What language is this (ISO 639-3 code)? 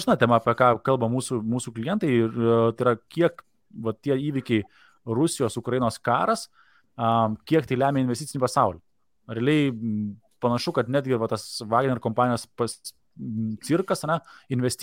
lit